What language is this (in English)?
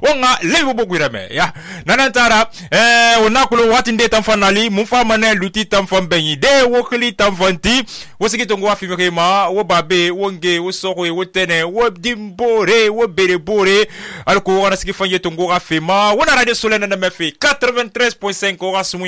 Susu